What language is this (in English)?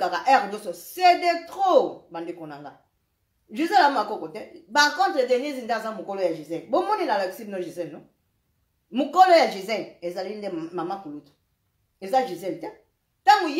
Lingala